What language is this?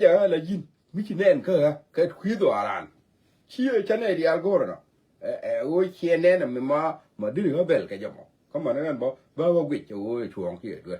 Nuer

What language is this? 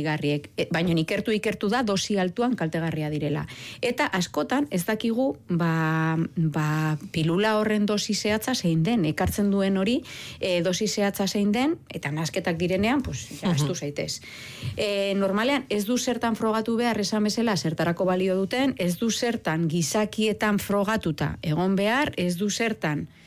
Basque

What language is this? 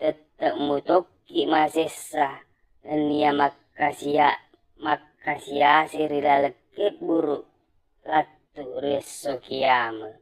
Buginese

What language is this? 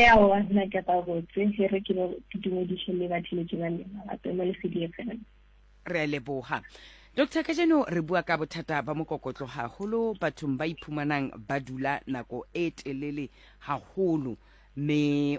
Southern Sotho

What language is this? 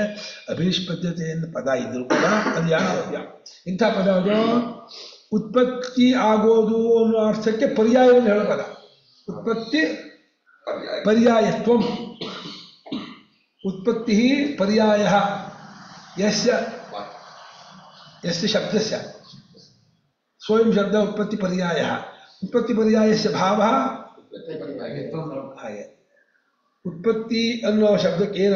Kannada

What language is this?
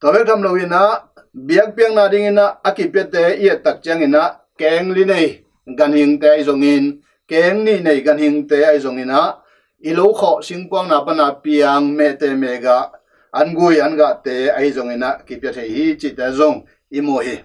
Tedim Chin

